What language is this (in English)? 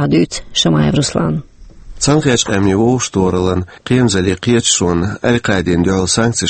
Chechen